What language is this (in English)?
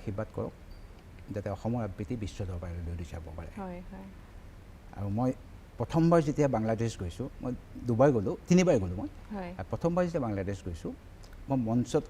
Assamese